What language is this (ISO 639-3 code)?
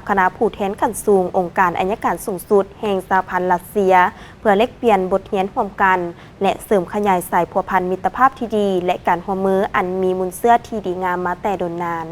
lao